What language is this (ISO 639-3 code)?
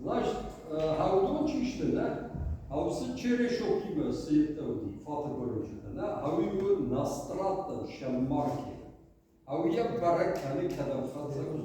oss